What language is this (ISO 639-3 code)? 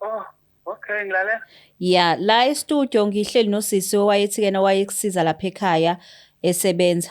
zul